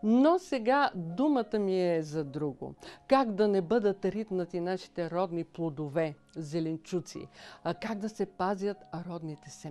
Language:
Bulgarian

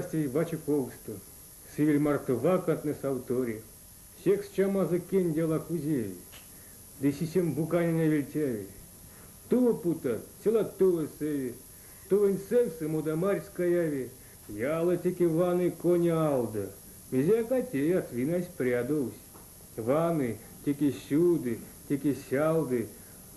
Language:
Erzya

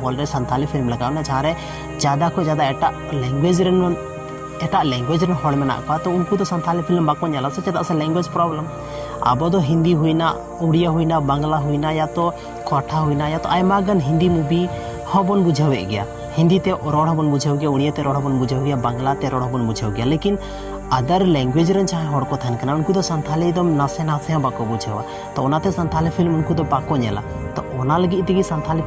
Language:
Santali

